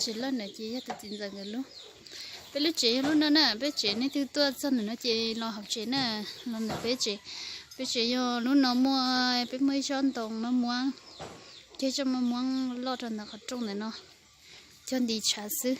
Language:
Hmong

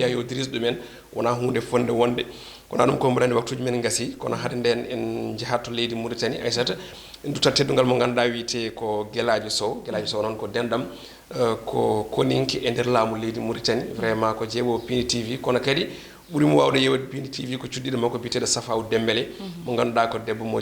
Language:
Fula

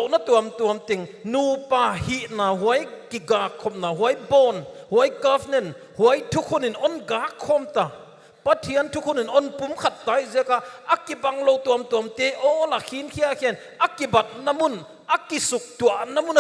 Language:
Paite Chin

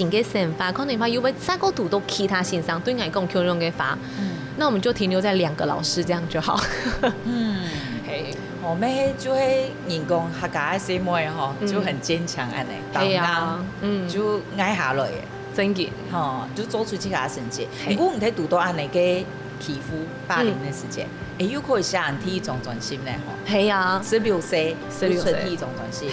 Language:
Hakka Chinese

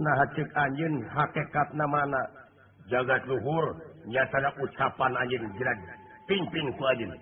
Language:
Sundanese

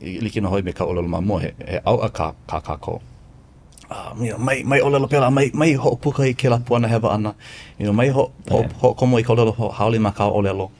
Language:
Hawaiian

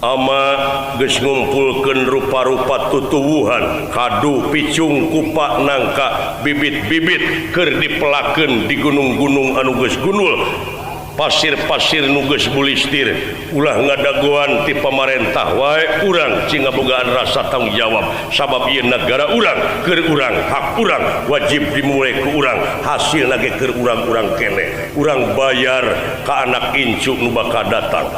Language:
Sundanese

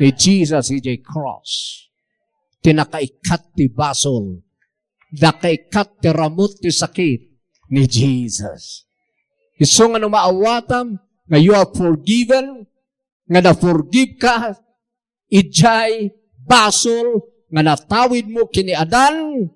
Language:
Iloko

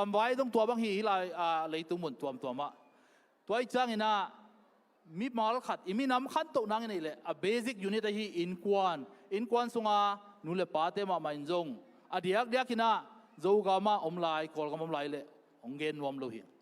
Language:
Tedim Chin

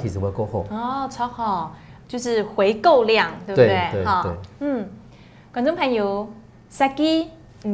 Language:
Hakka Chinese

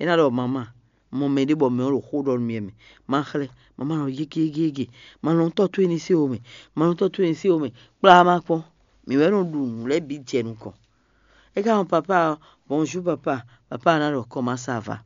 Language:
Fon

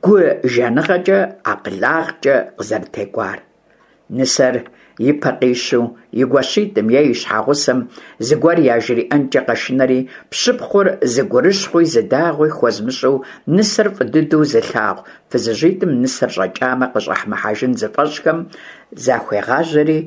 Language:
Kabardian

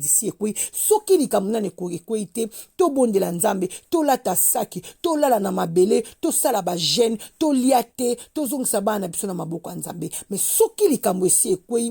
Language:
Lingala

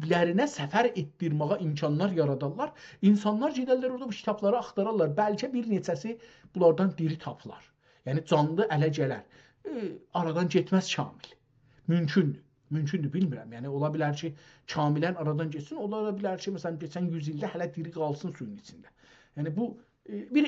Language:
South Azerbaijani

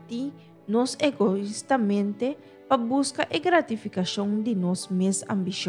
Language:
Papiamento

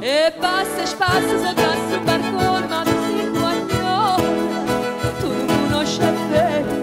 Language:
Neapolitan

